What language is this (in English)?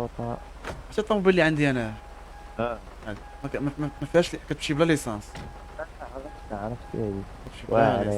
Moroccan Arabic